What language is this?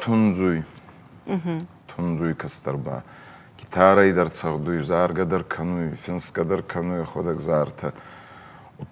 Ossetic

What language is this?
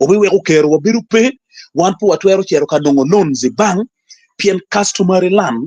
Acoli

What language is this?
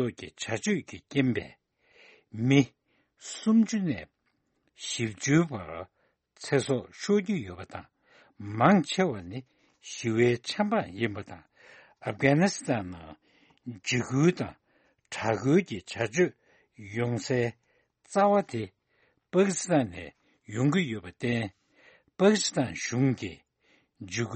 Tibetan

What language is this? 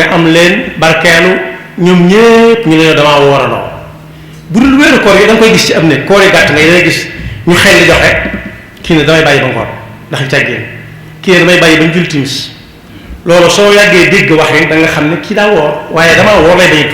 Wolof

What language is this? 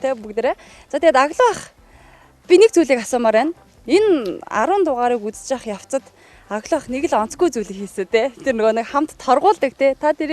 Mongolian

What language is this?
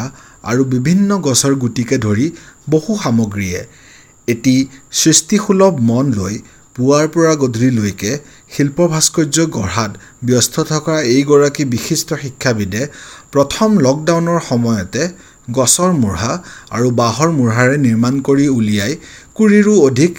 Assamese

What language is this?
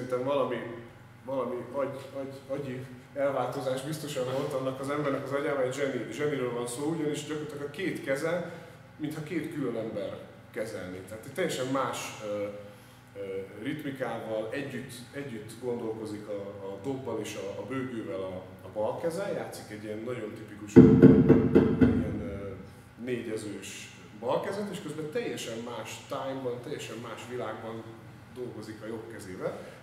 Hungarian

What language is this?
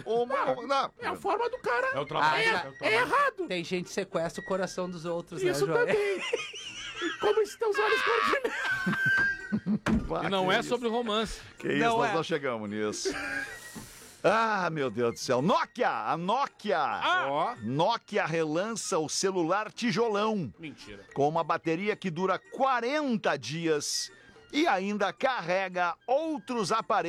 Portuguese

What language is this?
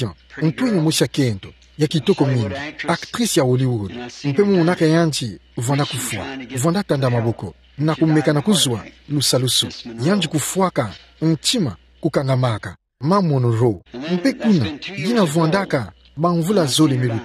Kituba (Democratic Republic of Congo)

